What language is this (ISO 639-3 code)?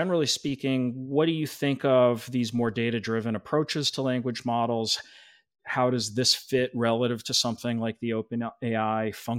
eng